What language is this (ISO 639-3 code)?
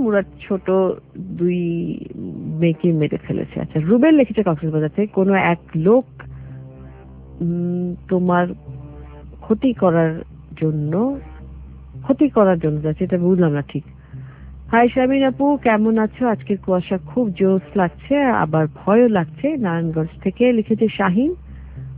ben